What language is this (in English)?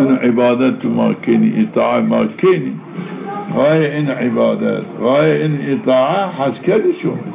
Zaza